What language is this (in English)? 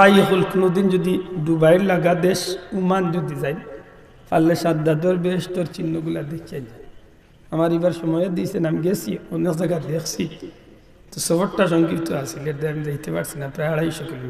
Sylheti